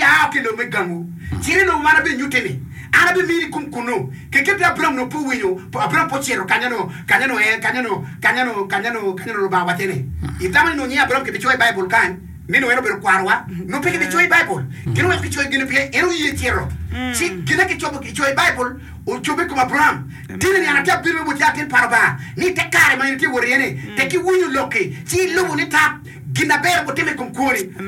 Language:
Acoli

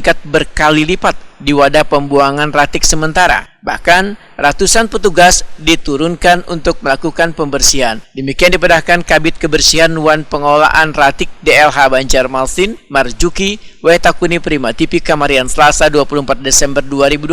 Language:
Banjar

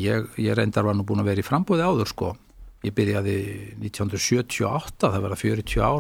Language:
Icelandic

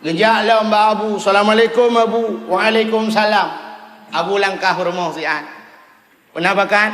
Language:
Achinese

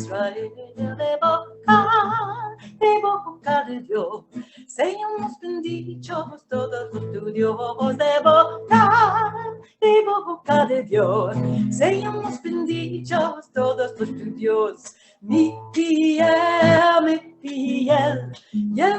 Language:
Ladino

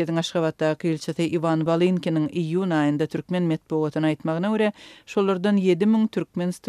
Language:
Turkmen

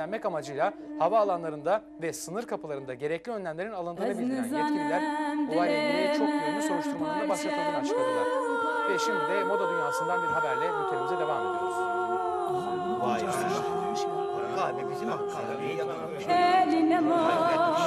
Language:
Turkish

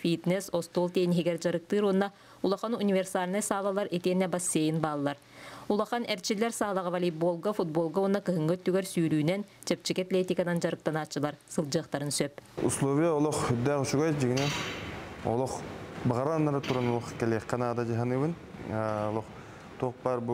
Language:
Yakut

